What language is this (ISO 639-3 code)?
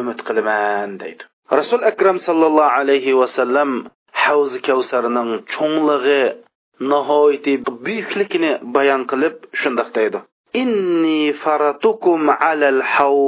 uig